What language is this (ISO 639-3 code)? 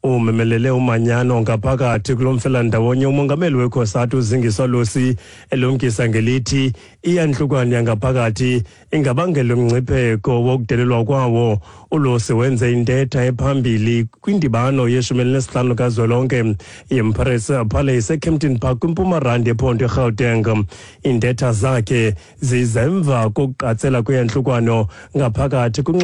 xho